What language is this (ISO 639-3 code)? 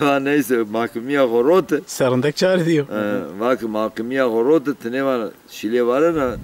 zza